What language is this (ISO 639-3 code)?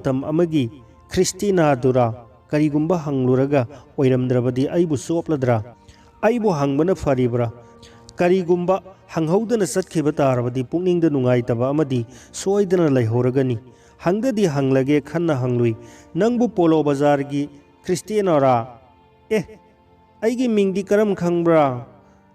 mni